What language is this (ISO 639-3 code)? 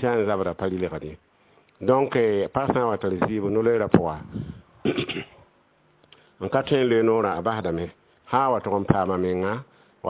mos